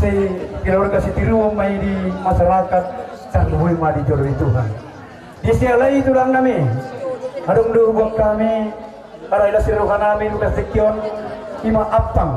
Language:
Batak Toba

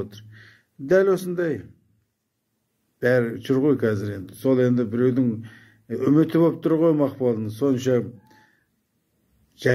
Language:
Kazakh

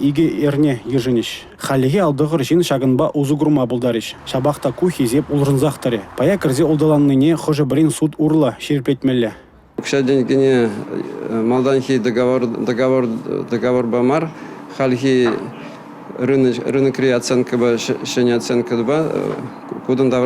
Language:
Chuvash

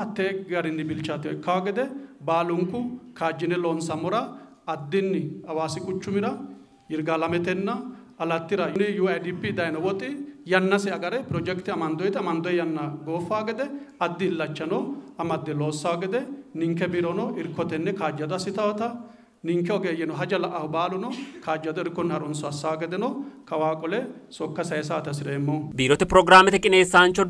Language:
Sidamo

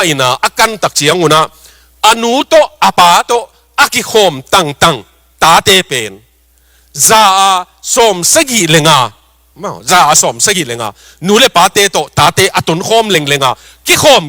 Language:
Tedim Chin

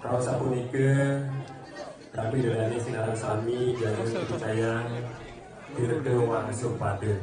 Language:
Balinese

